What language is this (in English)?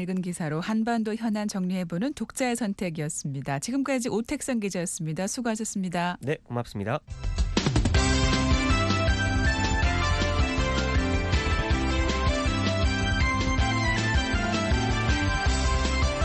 Korean